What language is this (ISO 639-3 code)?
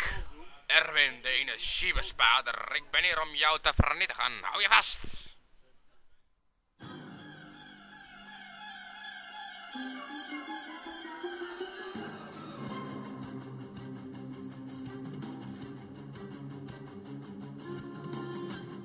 nld